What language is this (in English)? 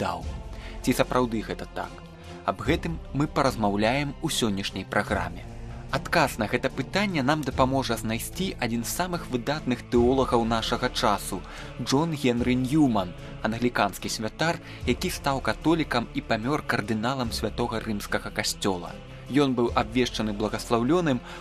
Belarusian